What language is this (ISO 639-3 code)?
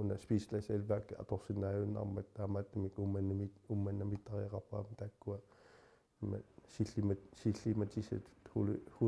kal